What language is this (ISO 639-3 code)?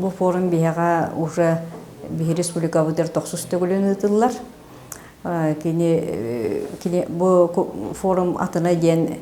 sah